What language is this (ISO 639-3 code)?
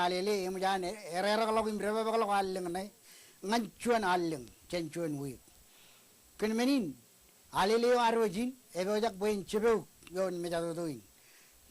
mah